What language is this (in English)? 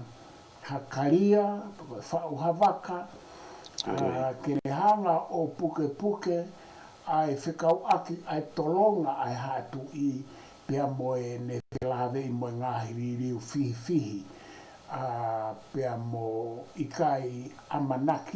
Tongan